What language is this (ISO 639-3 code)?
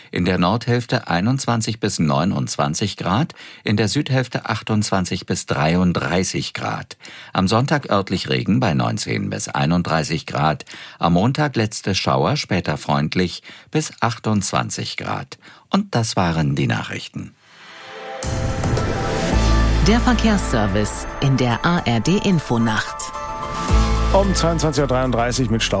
deu